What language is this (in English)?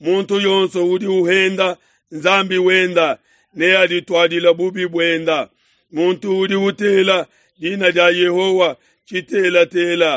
Luba-Lulua